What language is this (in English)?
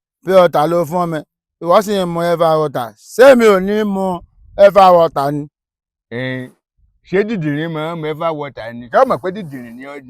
Yoruba